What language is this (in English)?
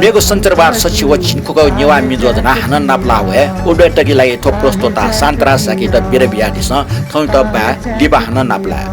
Newari